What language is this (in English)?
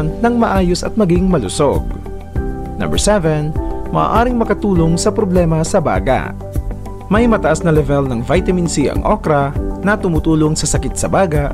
Filipino